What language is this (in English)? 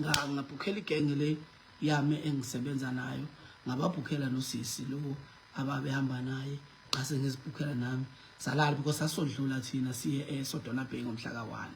Zulu